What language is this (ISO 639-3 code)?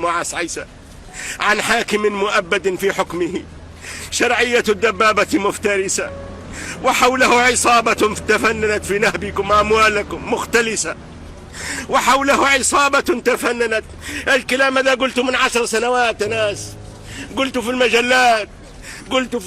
arz